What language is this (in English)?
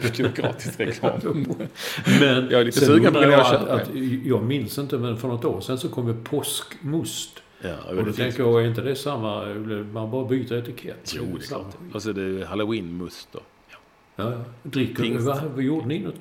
Swedish